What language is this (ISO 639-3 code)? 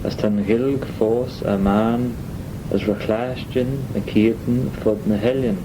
glv